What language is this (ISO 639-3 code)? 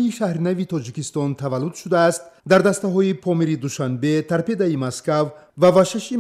tgk